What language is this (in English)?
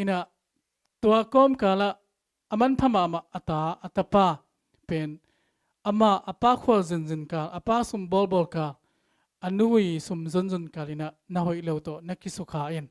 Tedim Chin